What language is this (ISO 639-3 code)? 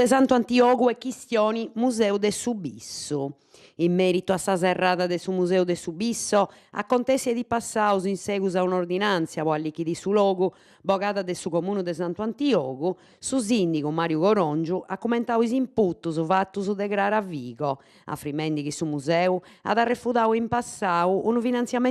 srd